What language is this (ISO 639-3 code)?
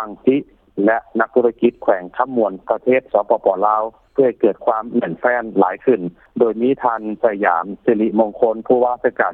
lao